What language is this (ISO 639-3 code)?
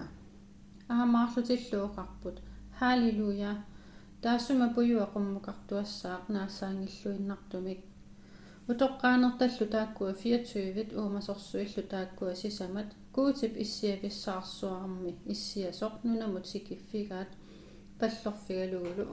kal